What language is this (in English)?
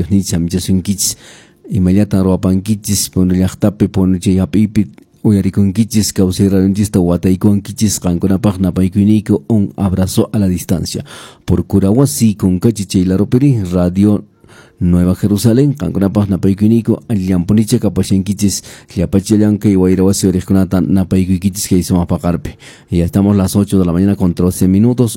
Quechua